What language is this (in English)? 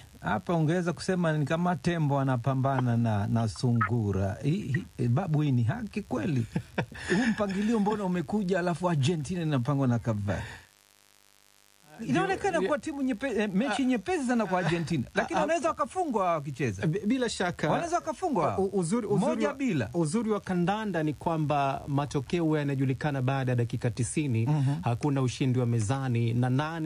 Swahili